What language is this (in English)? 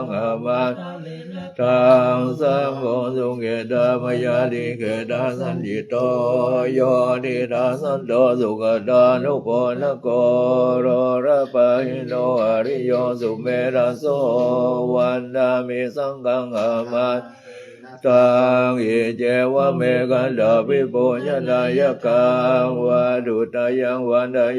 Pali